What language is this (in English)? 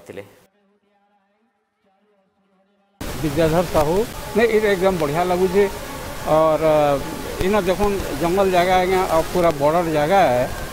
Odia